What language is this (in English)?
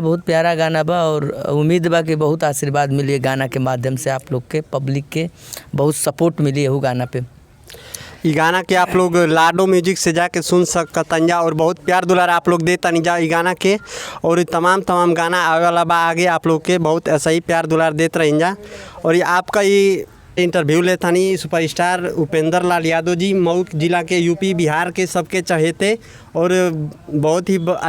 Bhojpuri